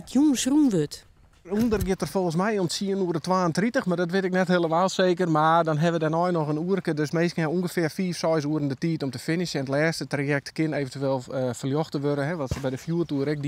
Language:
Western Frisian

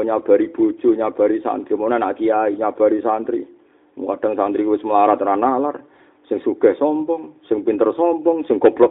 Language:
Javanese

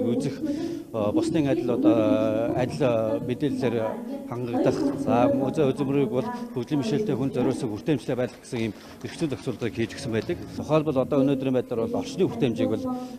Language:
Mongolian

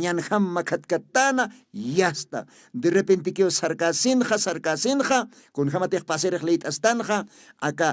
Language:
Aymara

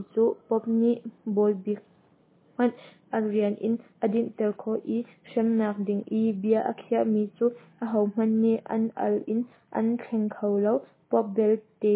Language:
Hakha Chin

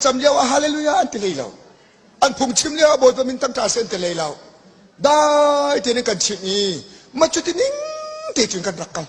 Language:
Hakha Chin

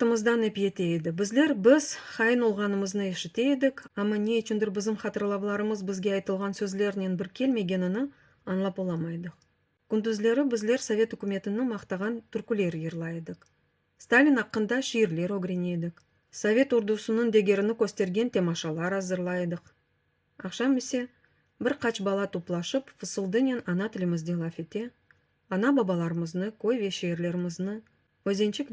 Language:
Crimean Tatar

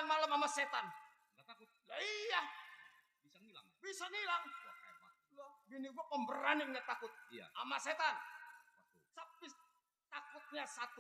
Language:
Betawi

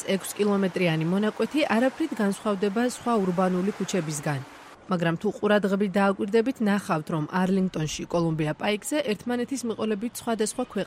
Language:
Georgian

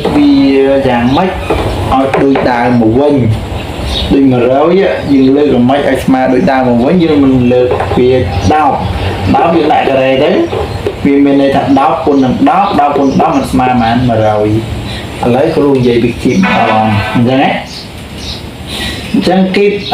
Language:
Khmer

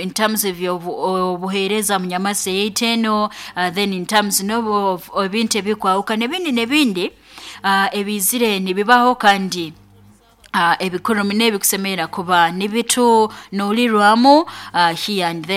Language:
Nyoro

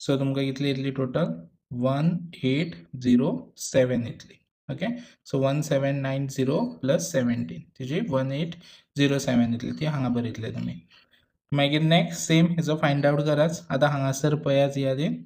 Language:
Konkani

